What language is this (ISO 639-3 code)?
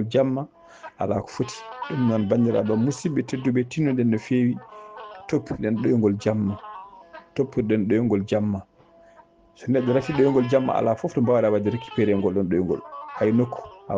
ful